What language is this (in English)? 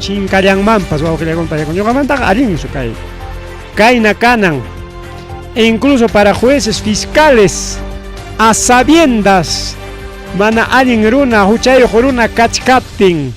Ayacucho Quechua